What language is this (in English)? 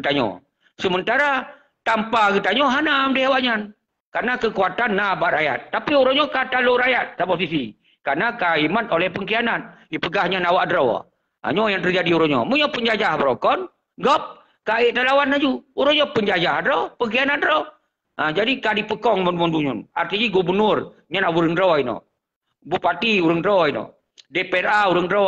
Achinese